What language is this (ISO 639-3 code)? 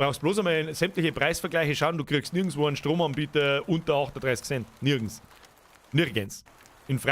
bar